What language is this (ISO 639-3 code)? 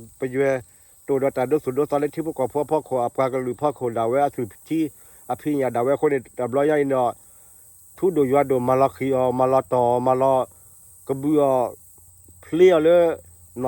ksw